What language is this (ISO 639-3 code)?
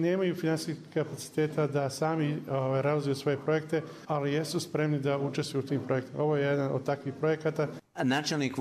bos